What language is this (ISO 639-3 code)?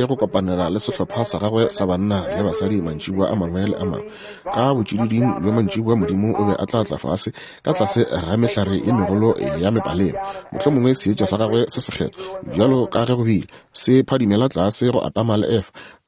nso